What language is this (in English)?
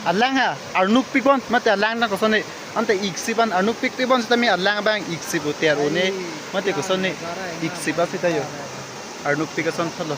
Karbi